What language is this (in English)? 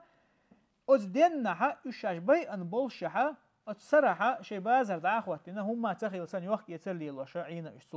Chechen